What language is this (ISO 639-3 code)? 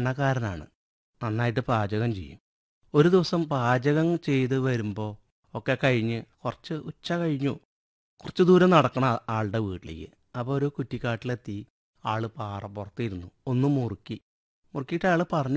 mal